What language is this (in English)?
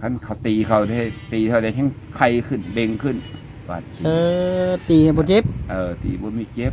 Northeastern Thai